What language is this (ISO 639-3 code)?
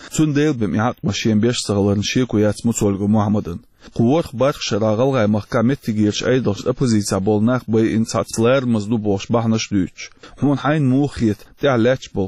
che